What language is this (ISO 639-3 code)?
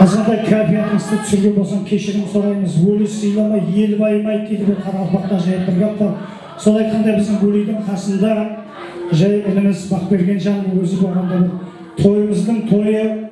kaa